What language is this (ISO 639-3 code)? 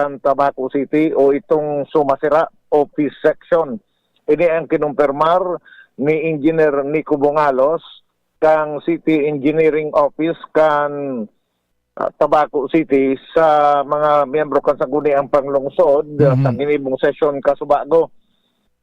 bik